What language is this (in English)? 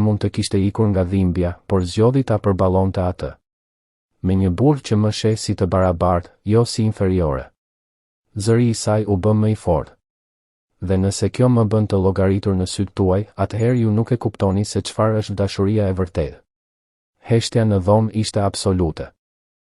Albanian